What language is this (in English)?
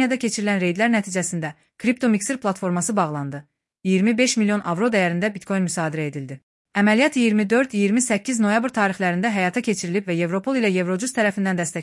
Azerbaijani